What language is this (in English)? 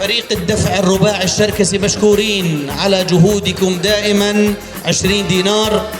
North Levantine Arabic